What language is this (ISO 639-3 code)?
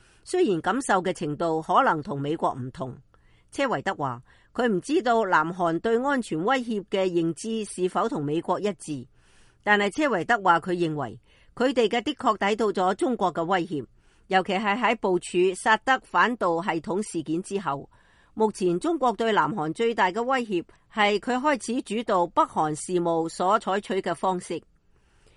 yue